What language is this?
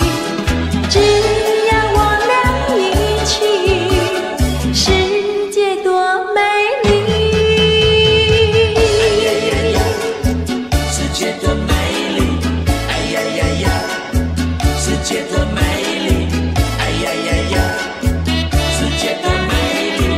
Chinese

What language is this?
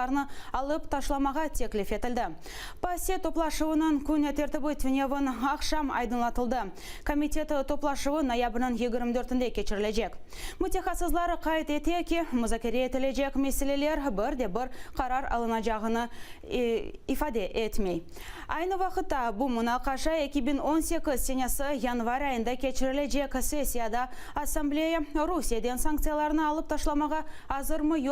Crimean Tatar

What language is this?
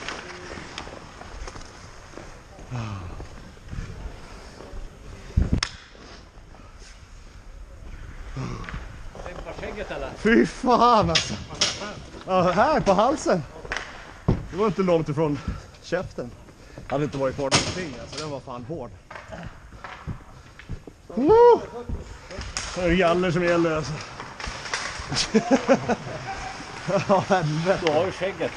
Swedish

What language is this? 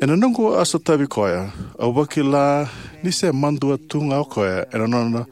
Fijian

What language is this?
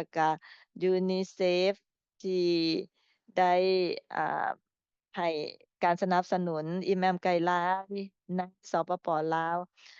Lao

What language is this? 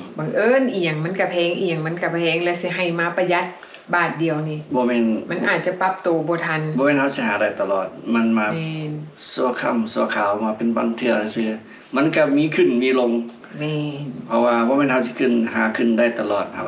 Lao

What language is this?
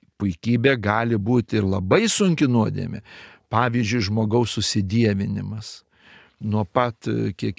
Lithuanian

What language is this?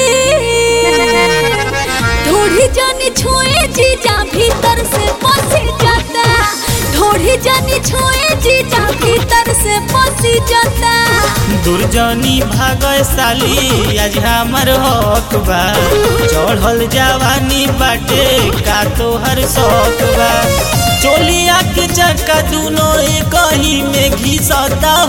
Bhojpuri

